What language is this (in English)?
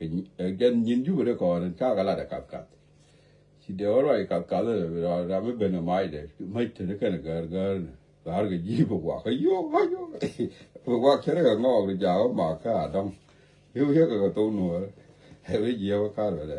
Nuer